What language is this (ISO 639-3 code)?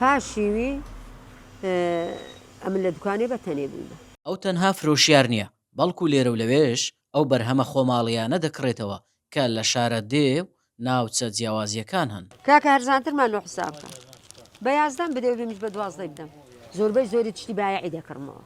ckb